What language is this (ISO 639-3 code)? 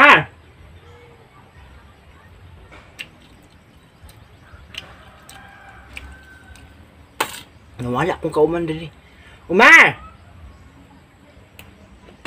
fil